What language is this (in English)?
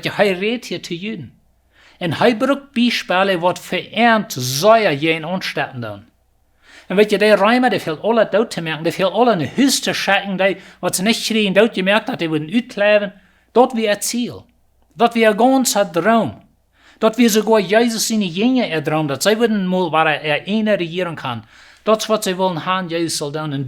Plautdietsch